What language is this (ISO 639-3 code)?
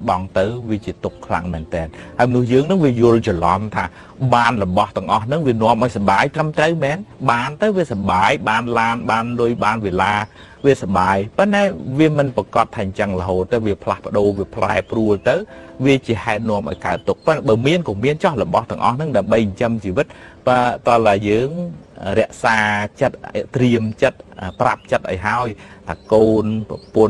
khm